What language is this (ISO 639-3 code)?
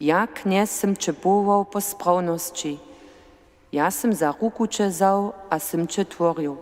hsb